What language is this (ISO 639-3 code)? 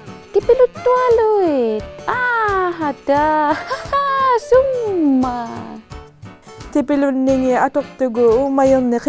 iku